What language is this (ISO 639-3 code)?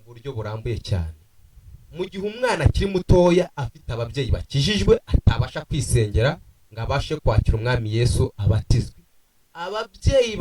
kin